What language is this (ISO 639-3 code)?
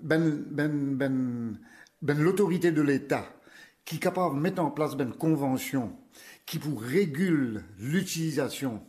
mfe